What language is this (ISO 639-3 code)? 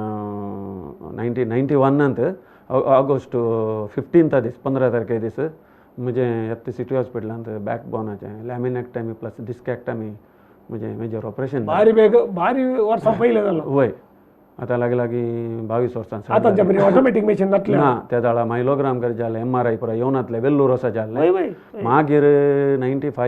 kok